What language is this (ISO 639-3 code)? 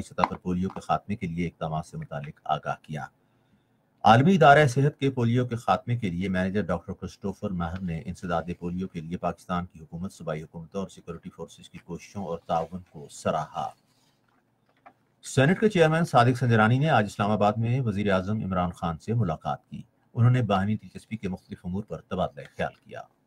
urd